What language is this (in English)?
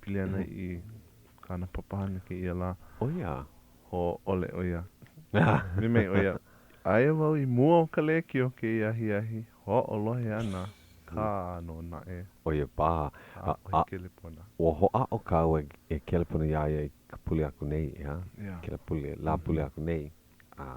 Hawaiian